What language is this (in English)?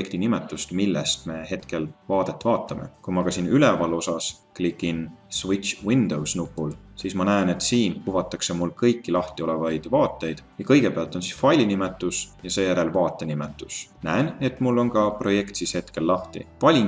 Estonian